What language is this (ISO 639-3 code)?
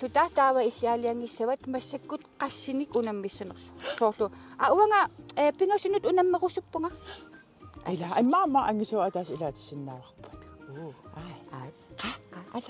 kal